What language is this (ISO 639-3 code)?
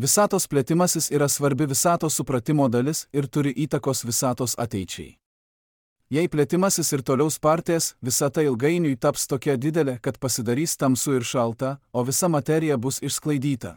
lit